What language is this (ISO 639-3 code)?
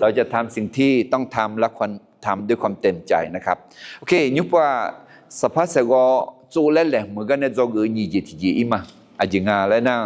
ahk